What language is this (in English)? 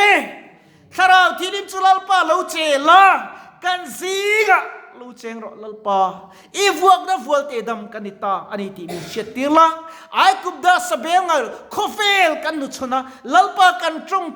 Mizo